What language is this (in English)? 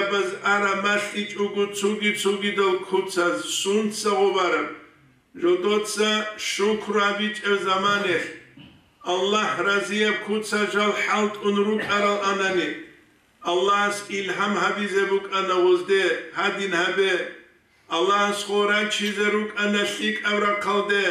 Avaric